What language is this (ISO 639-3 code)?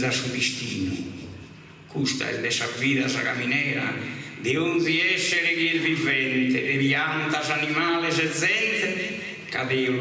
srd